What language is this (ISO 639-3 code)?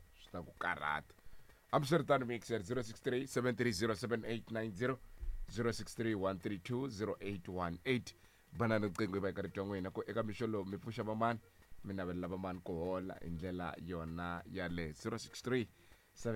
tso